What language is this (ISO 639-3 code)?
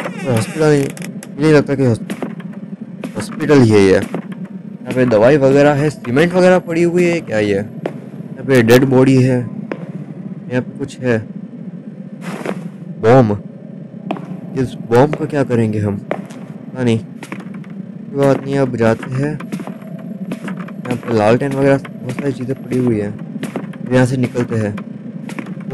hin